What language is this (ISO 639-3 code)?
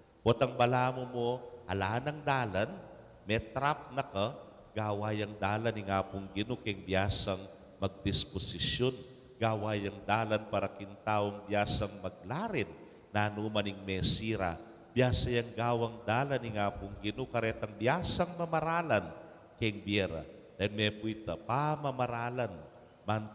pam